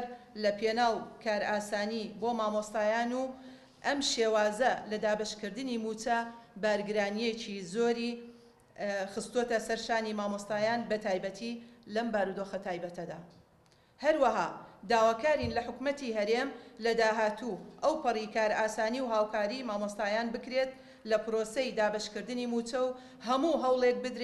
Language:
Central Kurdish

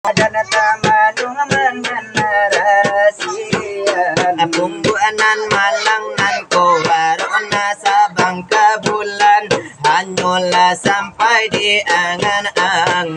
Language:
Minangkabau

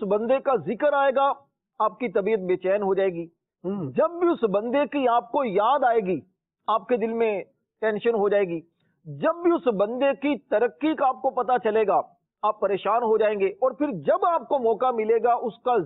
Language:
Urdu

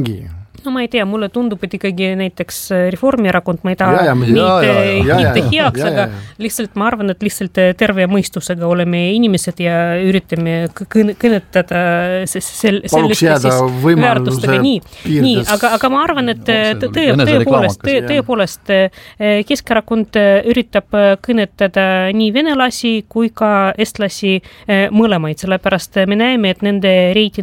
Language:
Estonian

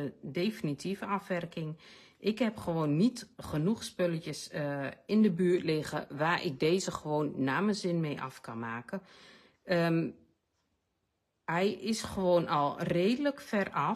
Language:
Dutch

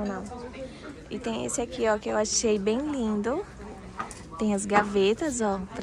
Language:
Portuguese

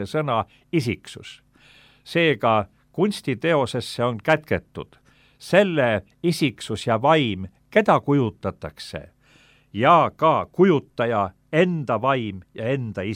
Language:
Estonian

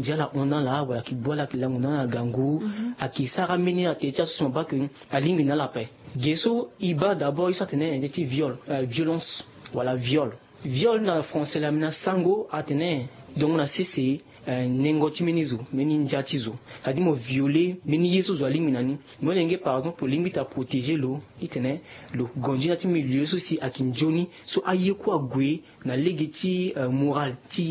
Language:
Sango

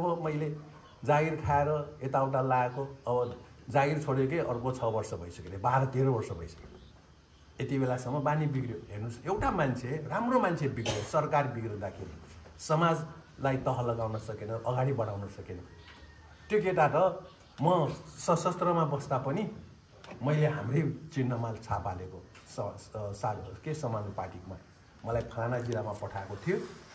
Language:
Nepali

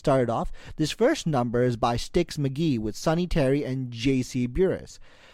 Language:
English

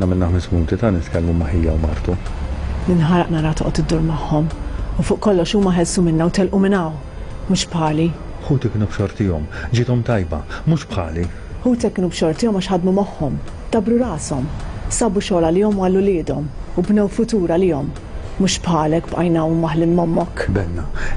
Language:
Maltese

